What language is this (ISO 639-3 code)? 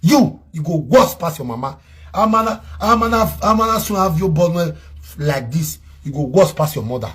pcm